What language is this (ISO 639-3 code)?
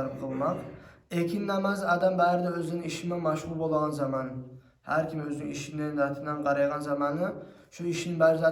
kum